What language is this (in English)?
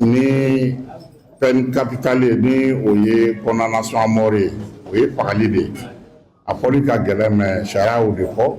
Bambara